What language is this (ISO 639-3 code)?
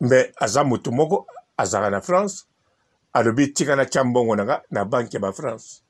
lin